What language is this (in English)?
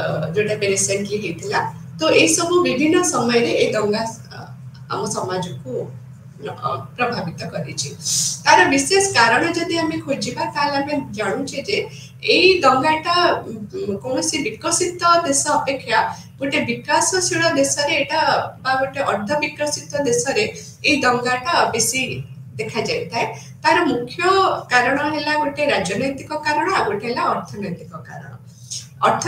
Odia